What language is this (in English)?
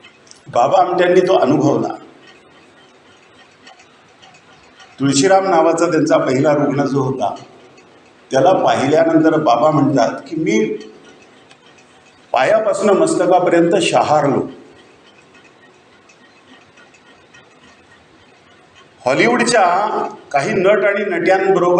Marathi